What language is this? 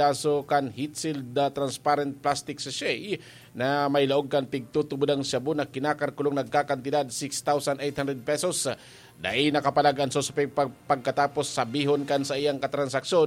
Bikol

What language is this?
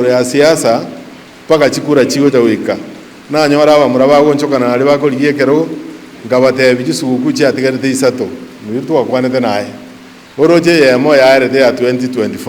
Gusii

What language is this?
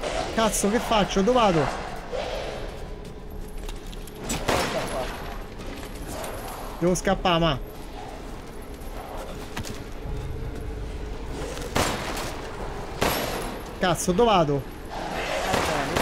Italian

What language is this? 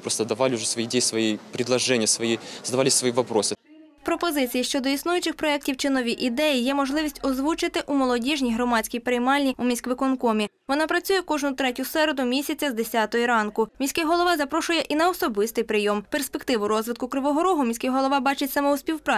Ukrainian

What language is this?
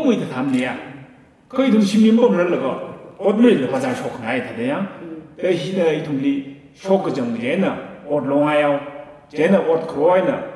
Tangkhul Naga (India)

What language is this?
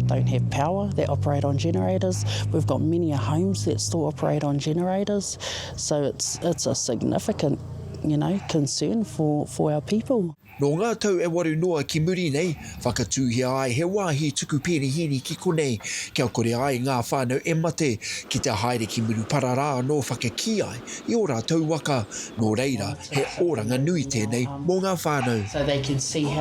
Māori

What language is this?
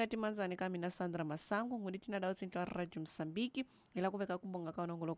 Tsonga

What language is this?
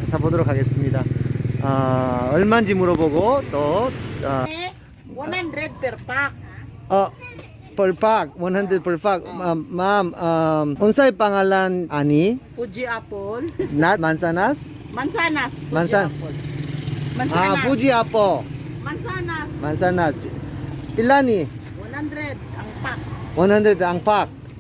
Cebuano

